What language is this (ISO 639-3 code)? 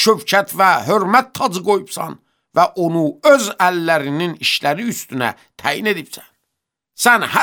aze